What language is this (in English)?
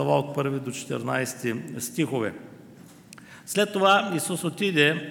Bulgarian